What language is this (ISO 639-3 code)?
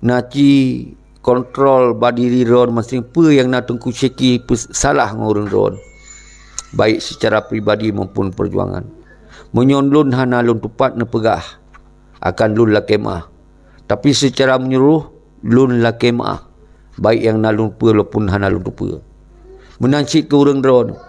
ace